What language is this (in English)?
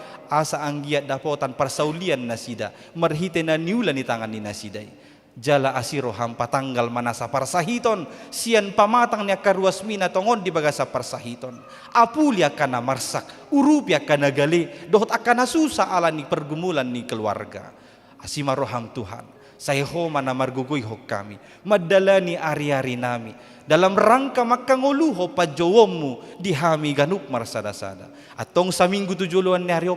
Batak Toba